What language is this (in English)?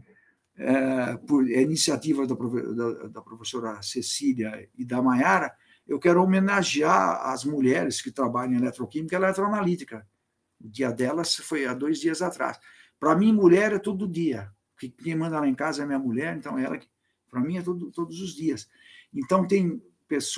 Portuguese